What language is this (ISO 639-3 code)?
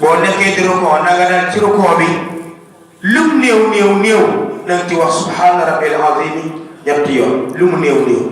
wol